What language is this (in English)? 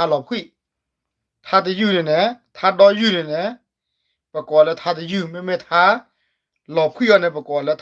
S'gaw Karen